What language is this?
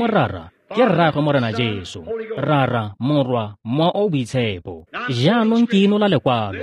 Tswana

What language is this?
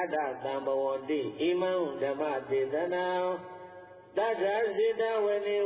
Burmese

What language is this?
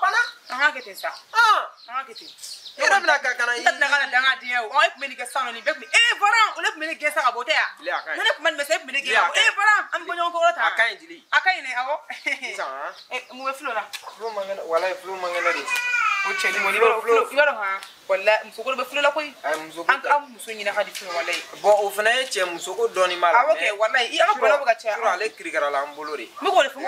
Bambara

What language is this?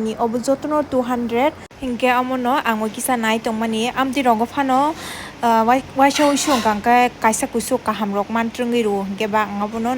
Kok Borok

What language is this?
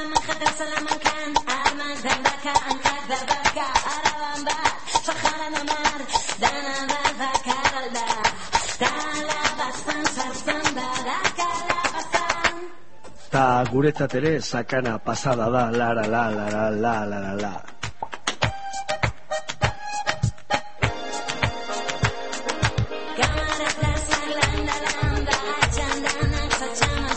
Basque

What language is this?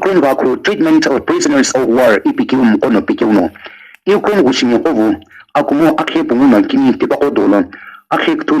Sumi Naga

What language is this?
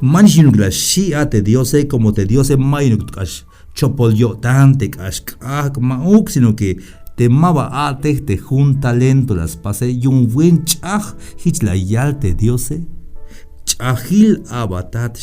Tzeltal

